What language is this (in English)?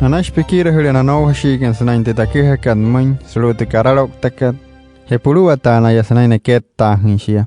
Wayuu